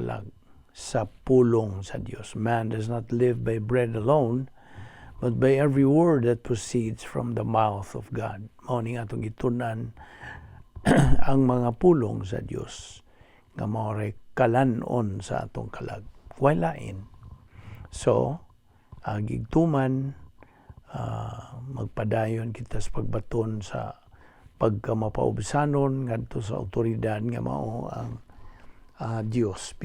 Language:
Cebuano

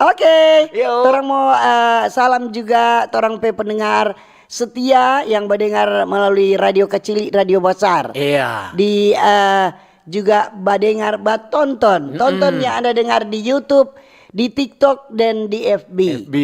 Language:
Manado Malay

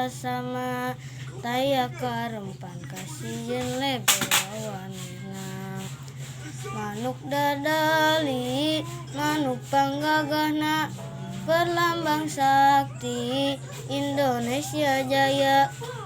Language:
Sundanese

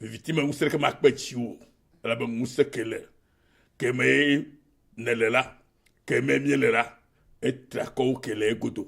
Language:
Ewe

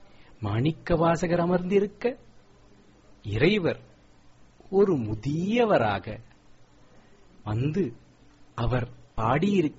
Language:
Tamil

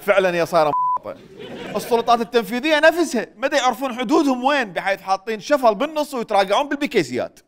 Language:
Mesopotamian Arabic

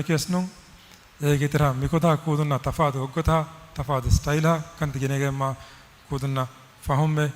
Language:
Divehi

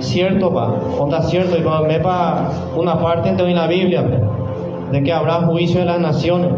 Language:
Guarani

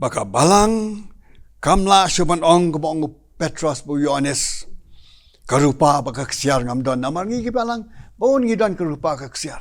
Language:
Khasi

